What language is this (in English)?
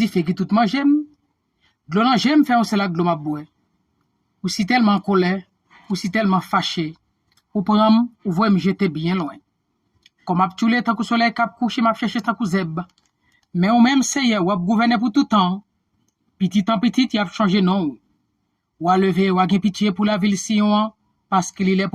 Haitian Creole